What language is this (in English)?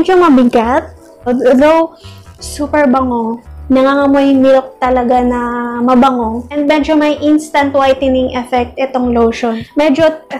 Filipino